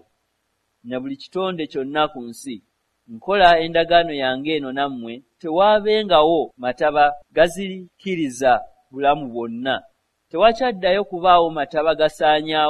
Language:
Ganda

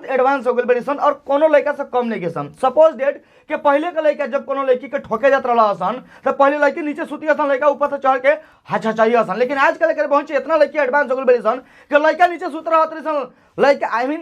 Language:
Bhojpuri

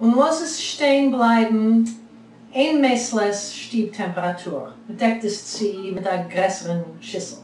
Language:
Yiddish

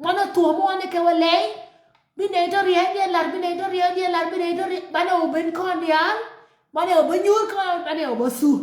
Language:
Nuer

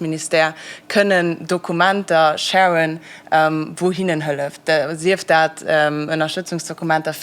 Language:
Luxembourgish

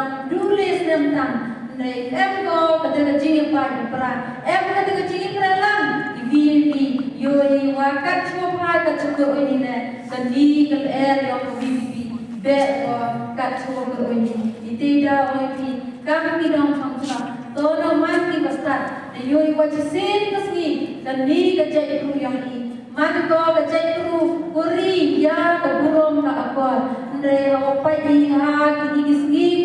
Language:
Khasi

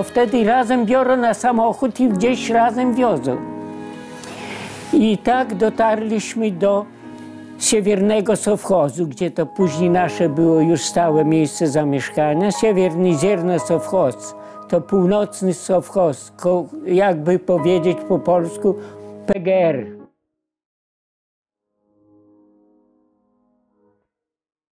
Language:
Polish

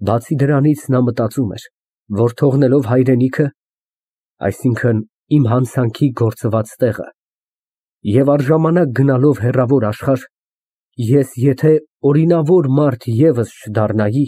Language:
Armenian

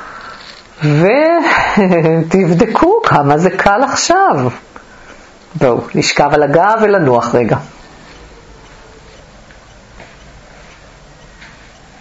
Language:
Hebrew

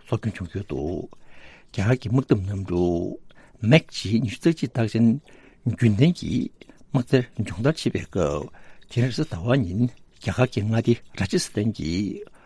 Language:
Tibetan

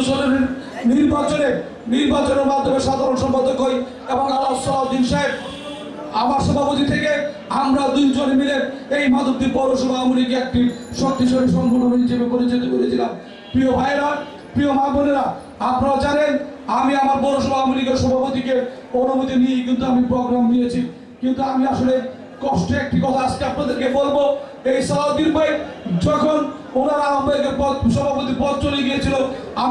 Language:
Bangla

